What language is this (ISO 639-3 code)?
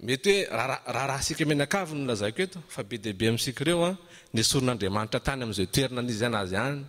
mlg